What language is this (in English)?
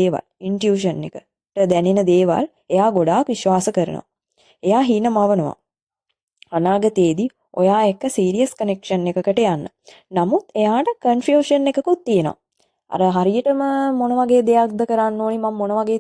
Sinhala